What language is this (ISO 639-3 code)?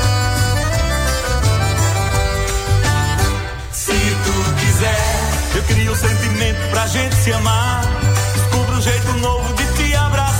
por